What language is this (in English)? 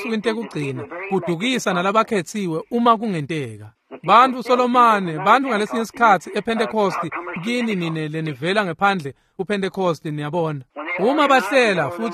Swati